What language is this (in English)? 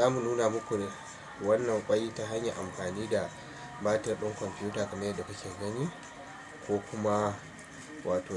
Hausa